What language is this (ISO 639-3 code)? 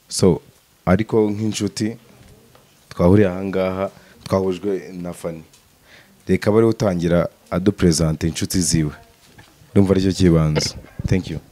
kin